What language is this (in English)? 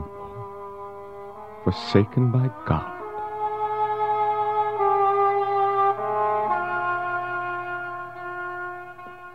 English